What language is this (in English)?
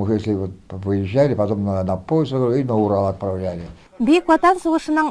Tatar